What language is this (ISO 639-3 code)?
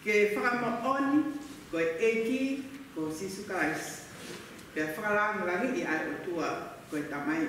ton